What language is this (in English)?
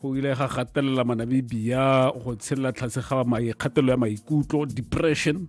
Tswana